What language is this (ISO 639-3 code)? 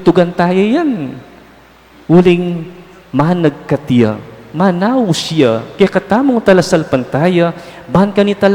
pam